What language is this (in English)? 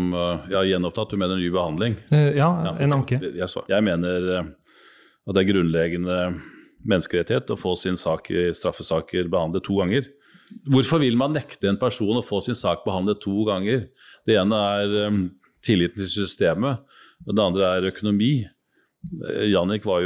Norwegian